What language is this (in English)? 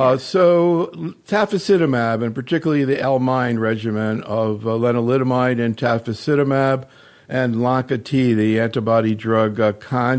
English